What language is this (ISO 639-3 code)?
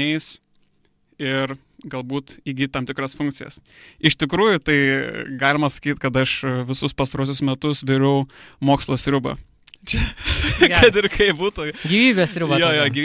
lit